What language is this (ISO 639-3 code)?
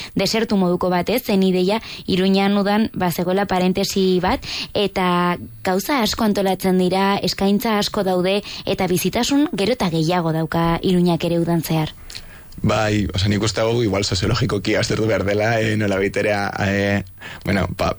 eus